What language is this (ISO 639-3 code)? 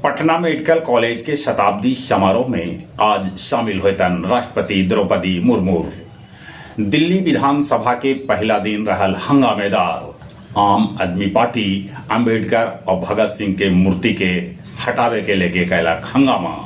mag